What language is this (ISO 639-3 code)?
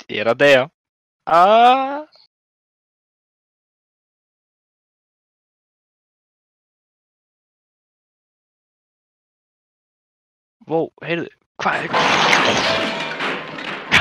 isl